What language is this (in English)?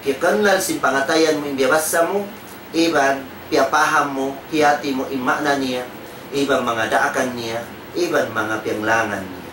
Tausug